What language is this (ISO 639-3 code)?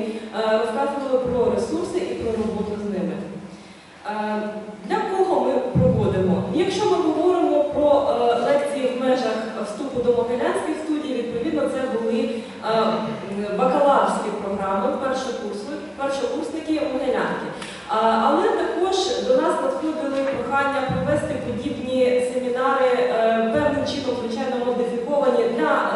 ukr